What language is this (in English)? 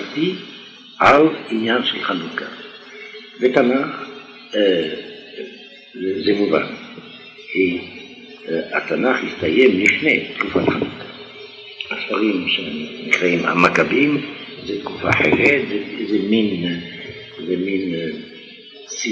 Hebrew